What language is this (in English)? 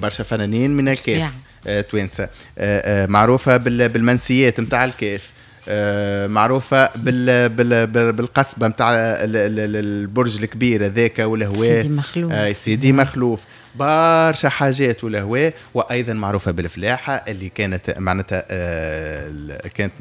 Tunisian Arabic